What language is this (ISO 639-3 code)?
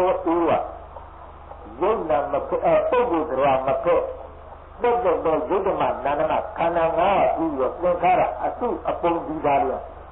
mya